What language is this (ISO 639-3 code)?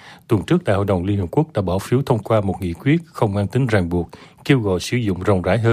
vie